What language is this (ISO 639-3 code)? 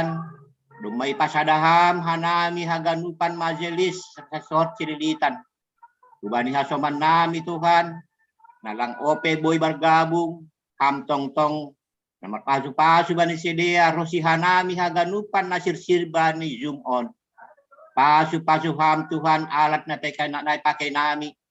bts